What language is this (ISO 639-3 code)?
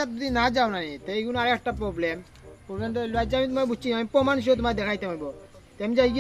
syl